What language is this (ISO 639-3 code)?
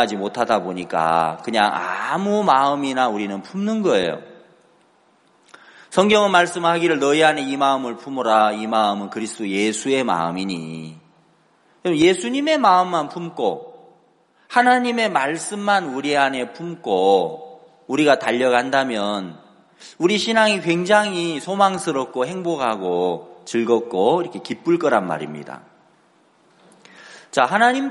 kor